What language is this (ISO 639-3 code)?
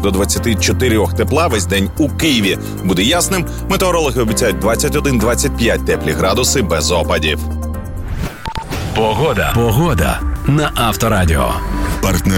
ukr